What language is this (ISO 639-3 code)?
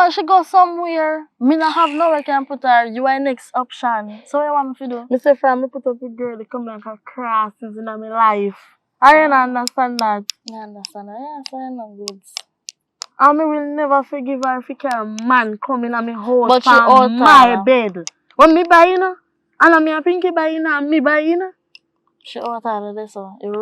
jam